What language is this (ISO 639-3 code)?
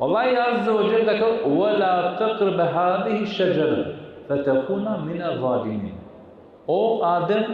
rmn